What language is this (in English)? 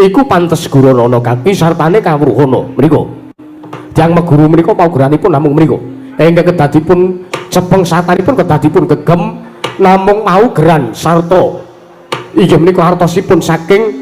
Javanese